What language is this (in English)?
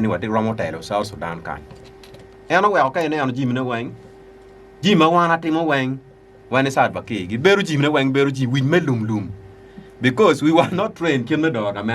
Acoli